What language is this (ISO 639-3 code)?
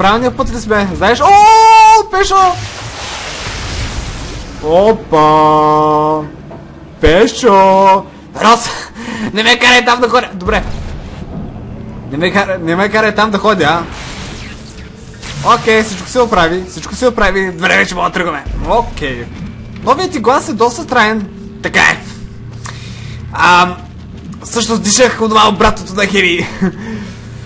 bul